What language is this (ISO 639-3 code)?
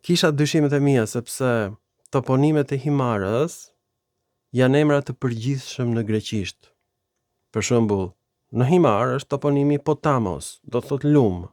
sqi